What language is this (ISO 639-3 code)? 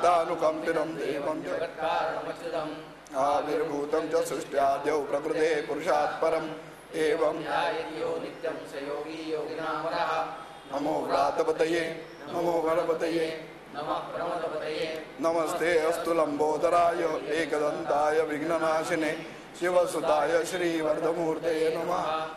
san